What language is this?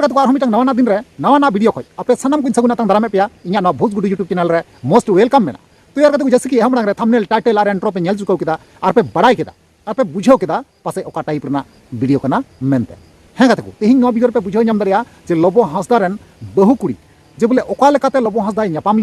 Santali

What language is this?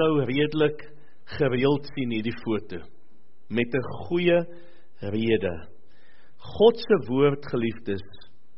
Afrikaans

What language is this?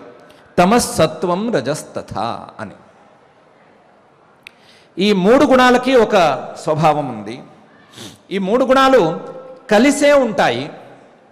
Telugu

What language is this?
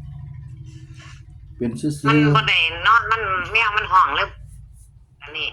Lao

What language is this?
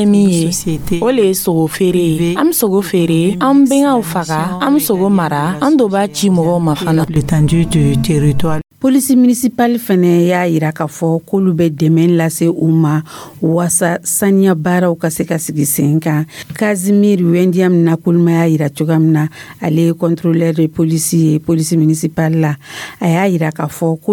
Dyula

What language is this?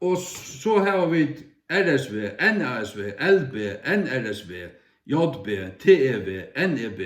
Faroese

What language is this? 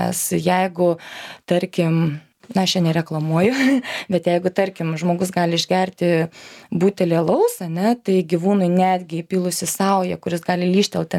Lithuanian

